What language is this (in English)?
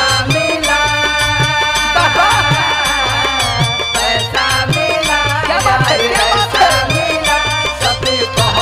Bhojpuri